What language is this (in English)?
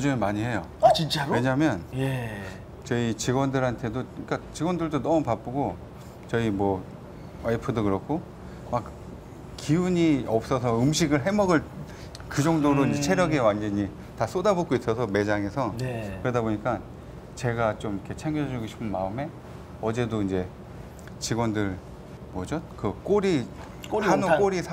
Korean